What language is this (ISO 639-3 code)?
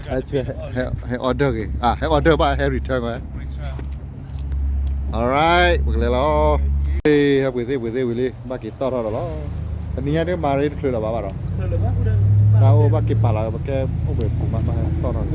ksw